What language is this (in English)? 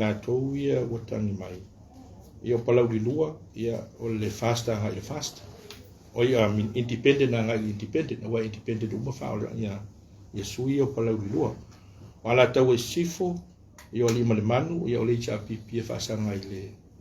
Samoan